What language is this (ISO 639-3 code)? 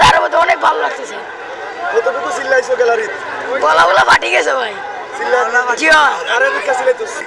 syl